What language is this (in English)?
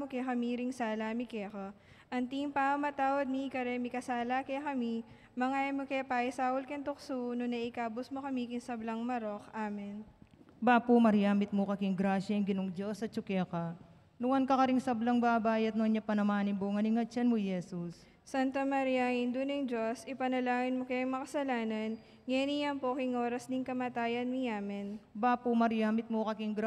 Pampanga